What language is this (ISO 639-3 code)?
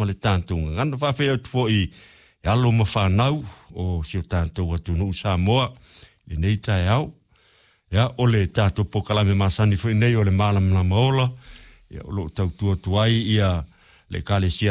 smo